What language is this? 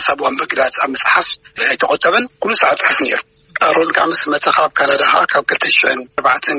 Tigrinya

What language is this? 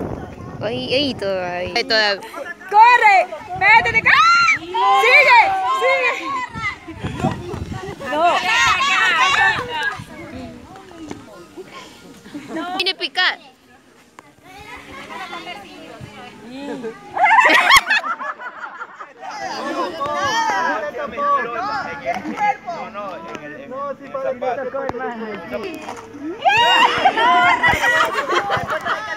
Spanish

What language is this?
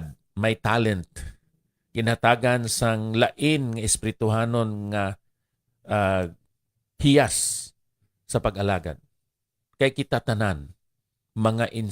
Hiligaynon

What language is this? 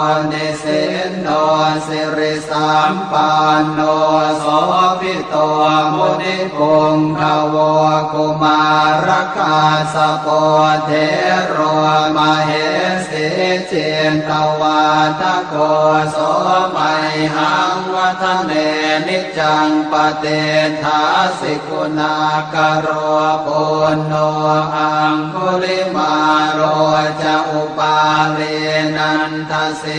Pali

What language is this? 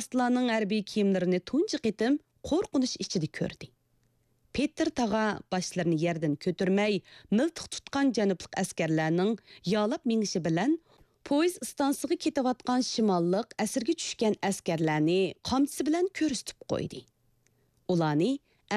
Uyghur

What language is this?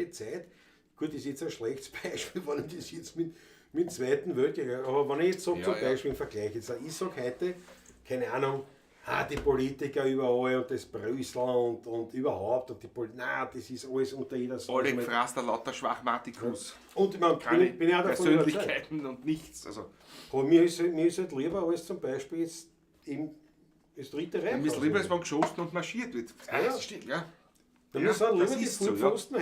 Bavarian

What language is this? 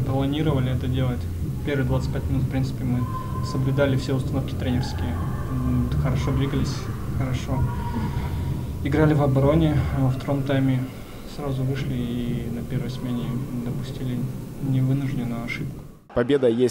Russian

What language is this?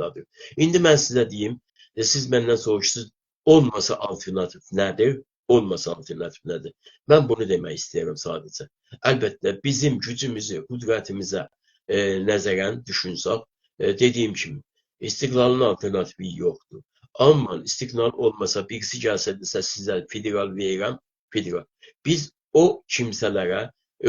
South Azerbaijani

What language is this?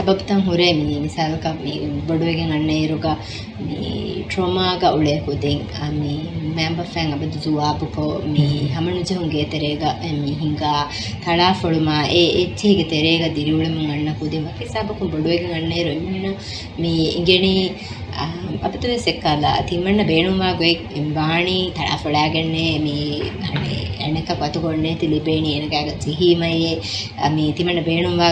Divehi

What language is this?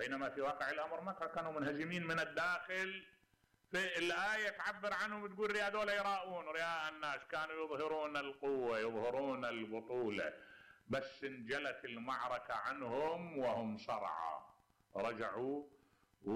Mesopotamian Arabic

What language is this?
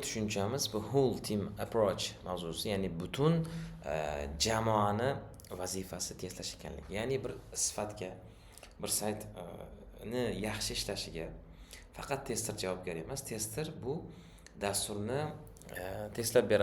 Uzbek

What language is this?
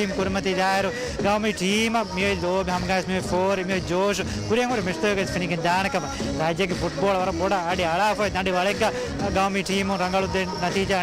Divehi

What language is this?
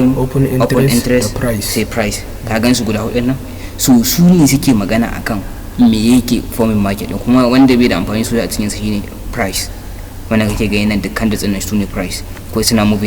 Hausa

